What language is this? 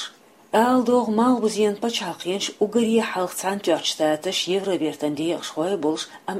Chechen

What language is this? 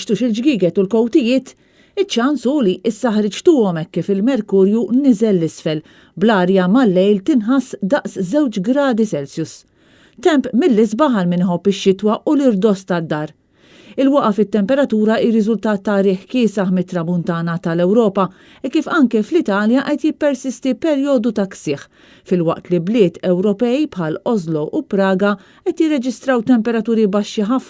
Maltese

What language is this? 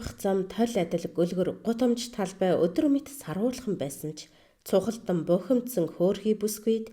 Mongolian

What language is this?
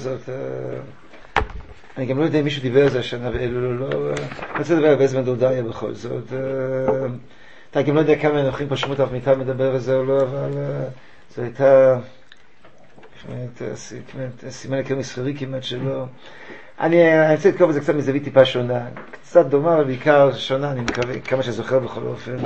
Hebrew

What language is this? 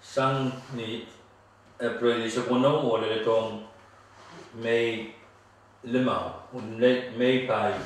Pohnpeian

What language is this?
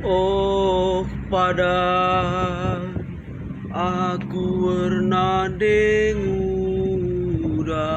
Batak Karo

